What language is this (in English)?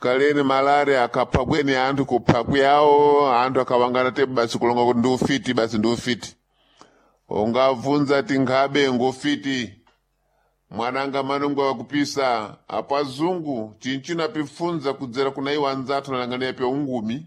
Sena